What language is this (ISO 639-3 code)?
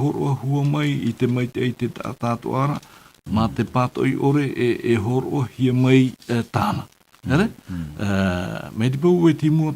tah